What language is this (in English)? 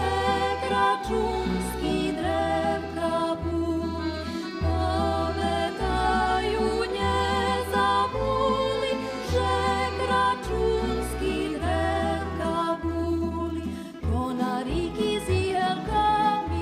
Rusyn